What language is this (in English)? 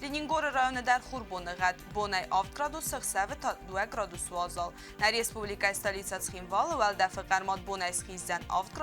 Ossetic